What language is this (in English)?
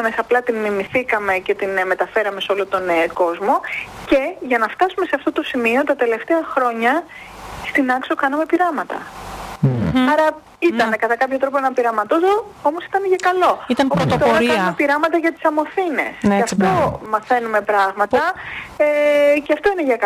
Greek